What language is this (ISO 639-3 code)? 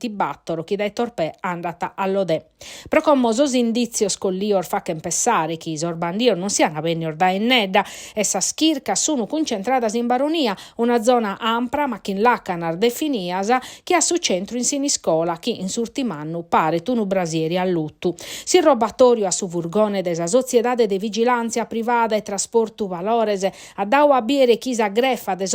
srd